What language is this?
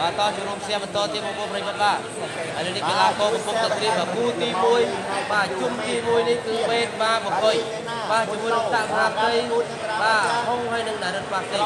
Khmer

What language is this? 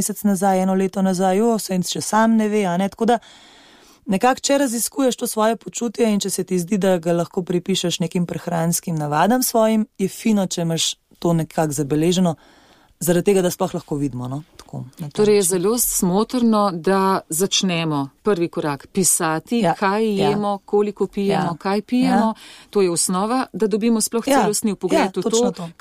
Slovenian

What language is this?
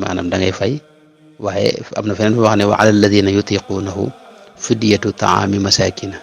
Wolof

